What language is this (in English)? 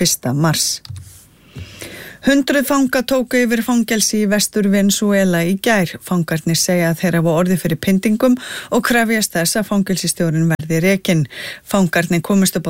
Icelandic